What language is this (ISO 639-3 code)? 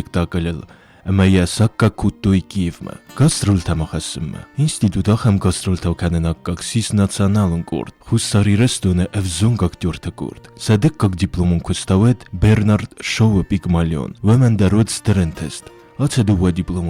oss